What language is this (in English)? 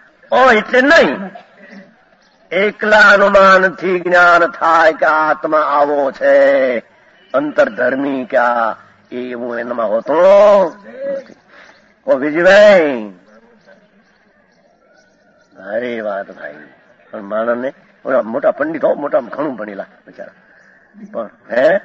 Gujarati